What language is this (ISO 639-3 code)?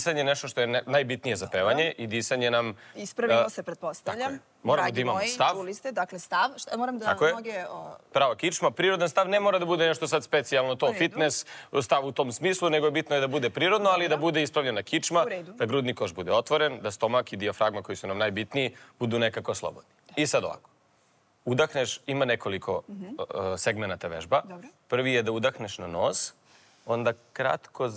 srp